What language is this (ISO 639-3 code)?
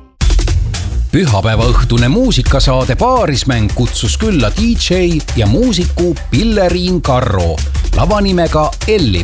est